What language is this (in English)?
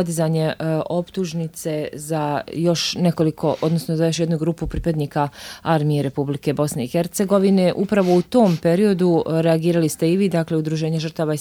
Bosnian